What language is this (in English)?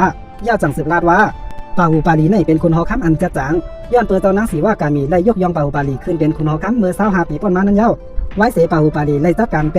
Shan